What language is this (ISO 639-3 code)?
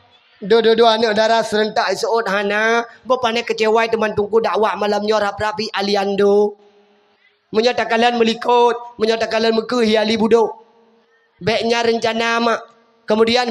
ace